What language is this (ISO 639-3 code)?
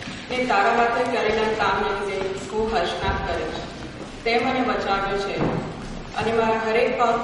guj